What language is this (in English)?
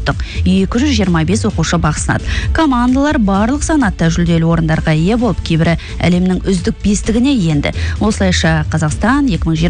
Kazakh